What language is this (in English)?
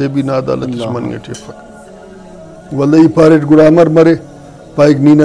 Brahui